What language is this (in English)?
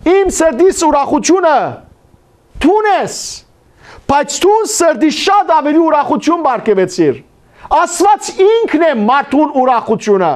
Western Armenian